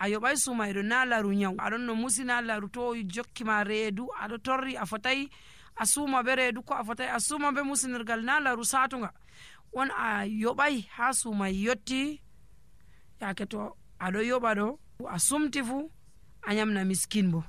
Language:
Nigerian Fulfulde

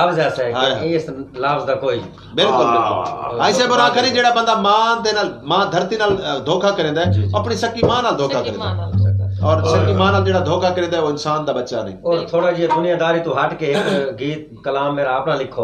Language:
Saraiki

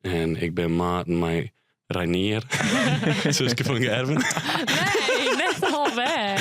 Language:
Western Frisian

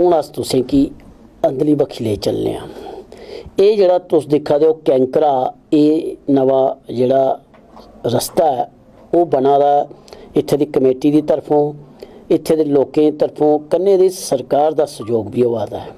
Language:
Dogri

